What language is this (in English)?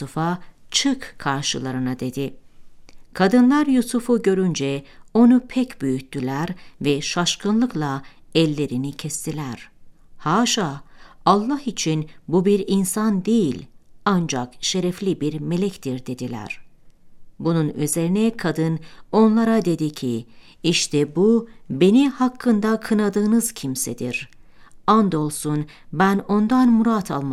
Turkish